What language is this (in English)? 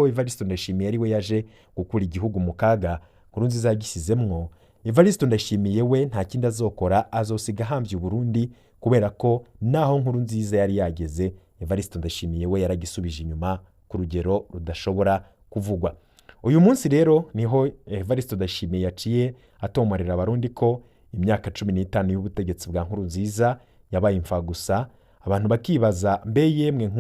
Rundi